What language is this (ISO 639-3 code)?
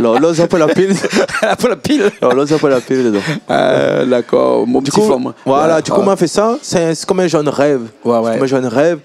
rcf